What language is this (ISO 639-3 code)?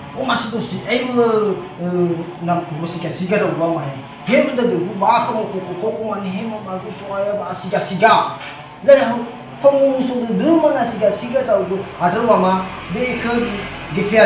nia